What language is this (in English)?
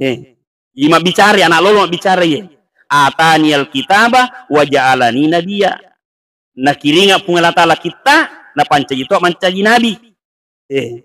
Buginese